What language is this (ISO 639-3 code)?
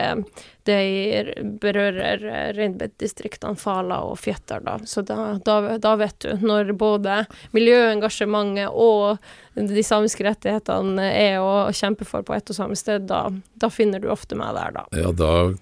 nor